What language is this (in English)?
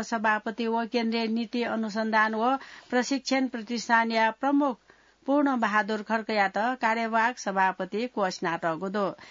Newari